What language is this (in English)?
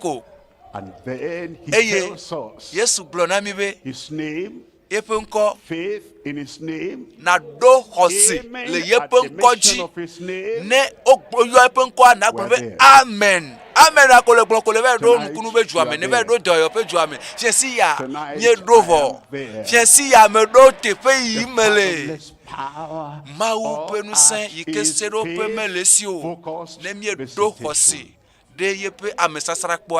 Ewe